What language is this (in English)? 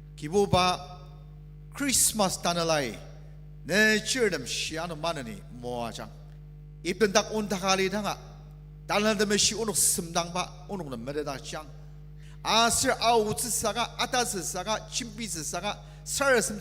Ao Naga